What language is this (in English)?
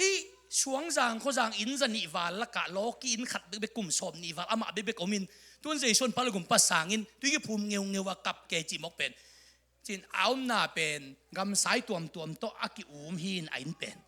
Tedim Chin